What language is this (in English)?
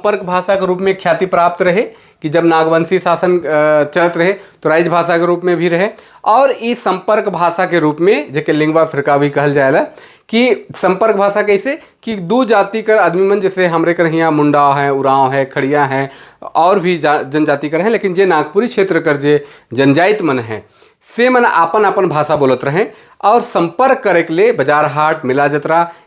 Sadri